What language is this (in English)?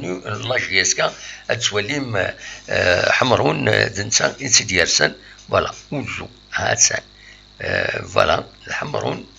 Kabyle